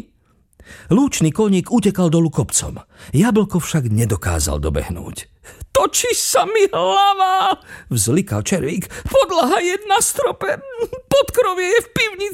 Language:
Slovak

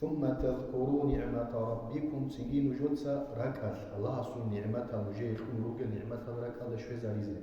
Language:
Avaric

